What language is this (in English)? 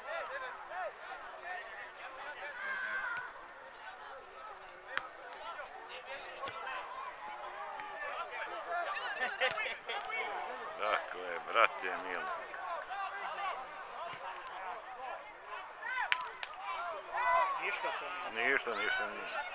Serbian